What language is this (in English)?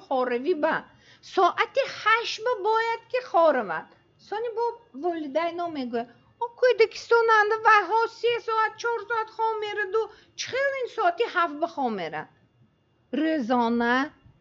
Tajik